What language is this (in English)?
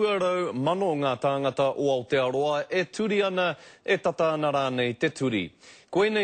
Māori